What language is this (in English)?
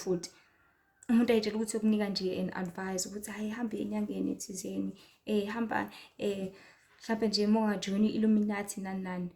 Zulu